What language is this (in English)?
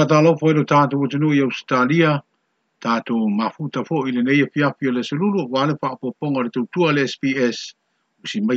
Samoan